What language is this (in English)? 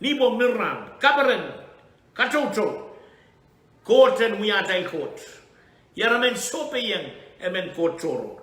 Pohnpeian